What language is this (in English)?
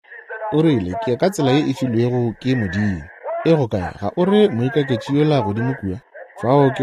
Northern Sotho